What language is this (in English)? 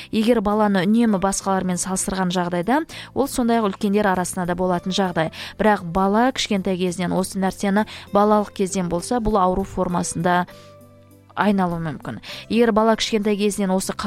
Kazakh